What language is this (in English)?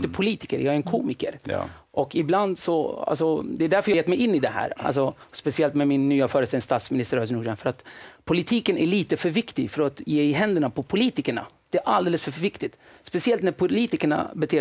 Swedish